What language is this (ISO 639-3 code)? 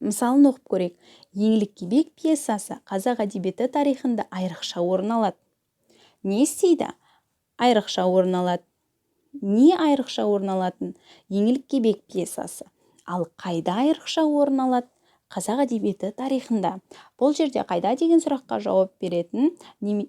kaz